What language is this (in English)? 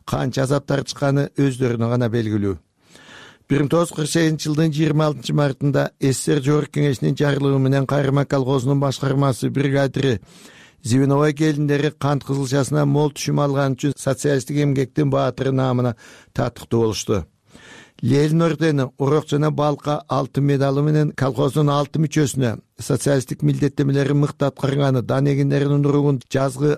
Kyrgyz